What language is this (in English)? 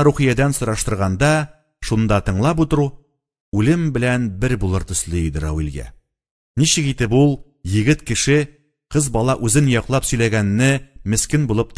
Tatar